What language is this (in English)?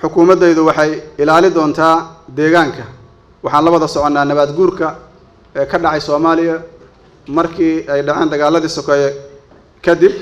Somali